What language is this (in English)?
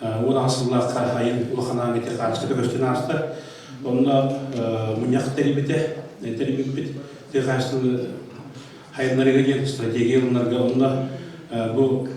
Yakut